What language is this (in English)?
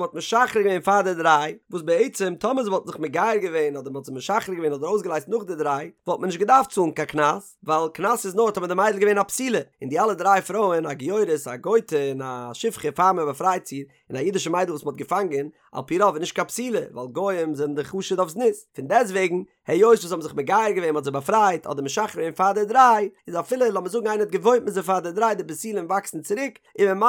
Yiddish